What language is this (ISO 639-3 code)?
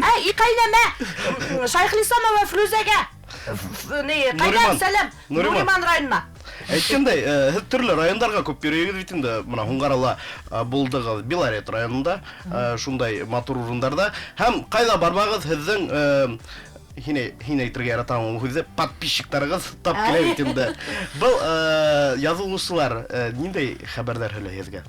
bak